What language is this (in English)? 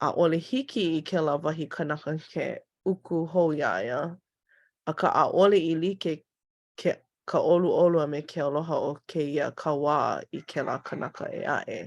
Hawaiian